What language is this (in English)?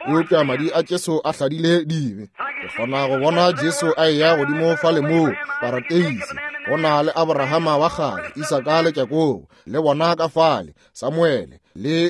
Northern Sotho